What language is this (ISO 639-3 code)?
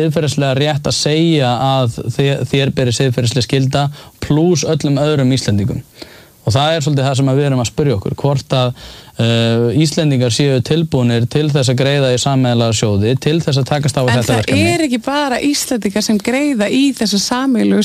isl